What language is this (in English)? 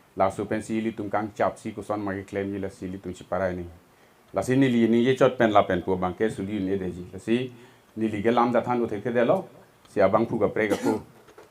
Karbi